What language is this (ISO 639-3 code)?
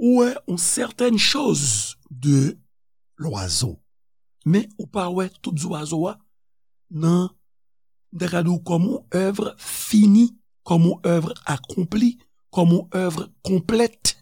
hat